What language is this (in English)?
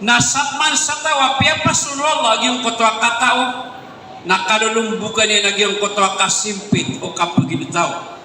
Maranao